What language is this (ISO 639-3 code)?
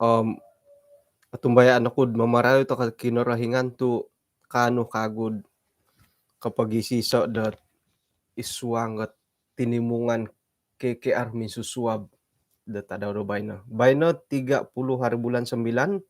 dtp